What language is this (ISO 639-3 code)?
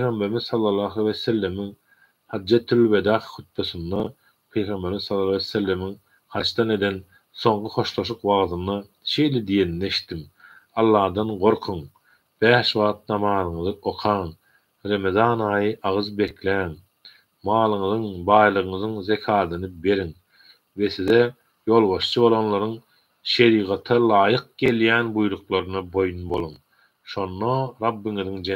tuk